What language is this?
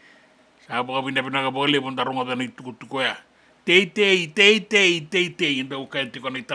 Fijian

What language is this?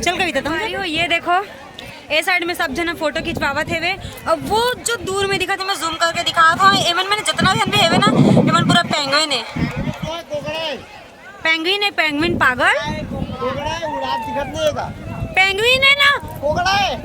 Chhattisgarhi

